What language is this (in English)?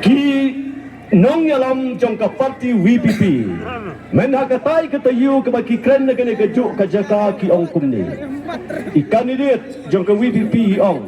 Khasi